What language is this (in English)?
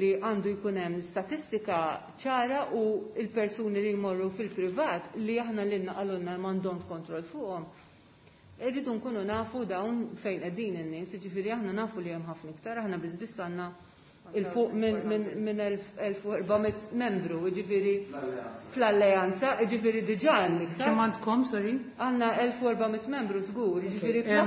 Maltese